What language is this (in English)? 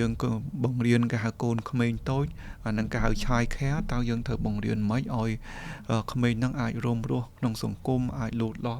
Khmer